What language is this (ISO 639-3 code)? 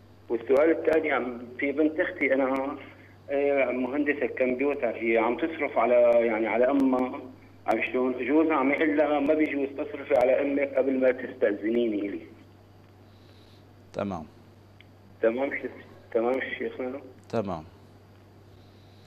apc